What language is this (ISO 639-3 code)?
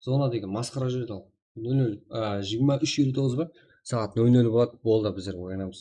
kaa